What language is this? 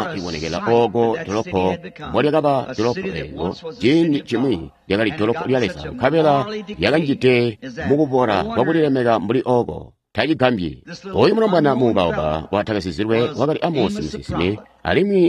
Tonga (Zambia)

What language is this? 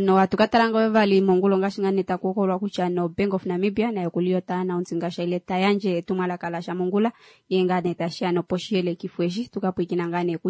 Kuanyama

